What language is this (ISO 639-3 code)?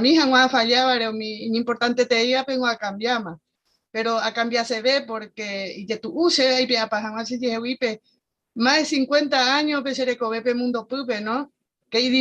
grn